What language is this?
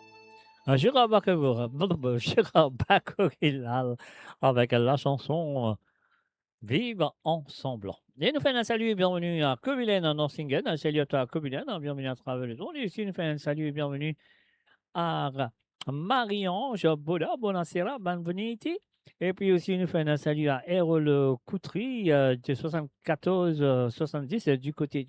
Morisyen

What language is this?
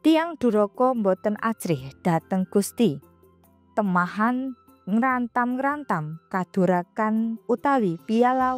Javanese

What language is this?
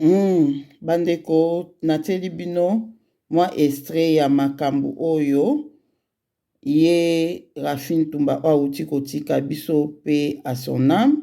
Lingala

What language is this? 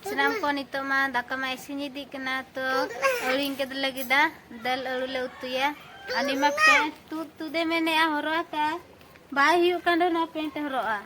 Santali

